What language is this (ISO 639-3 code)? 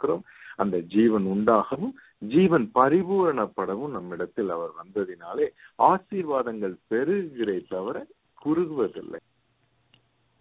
tam